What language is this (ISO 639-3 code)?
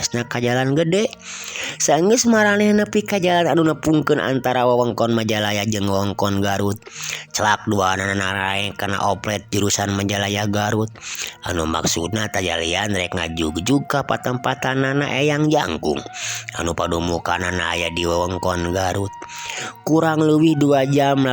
sun